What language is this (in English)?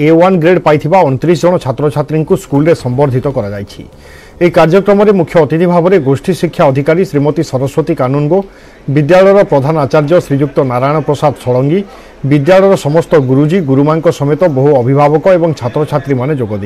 Odia